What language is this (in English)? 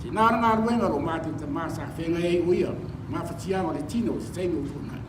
Samoan